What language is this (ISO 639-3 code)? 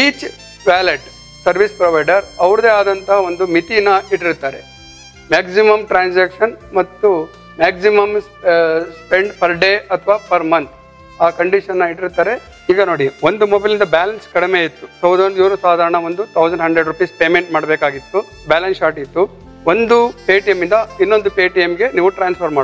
kan